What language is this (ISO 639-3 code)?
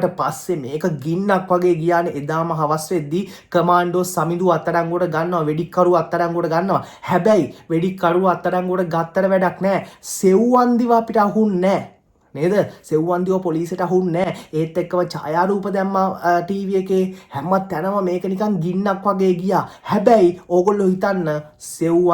sin